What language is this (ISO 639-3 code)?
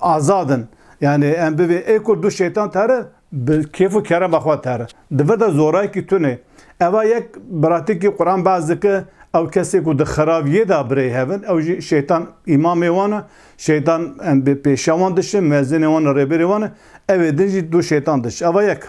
kur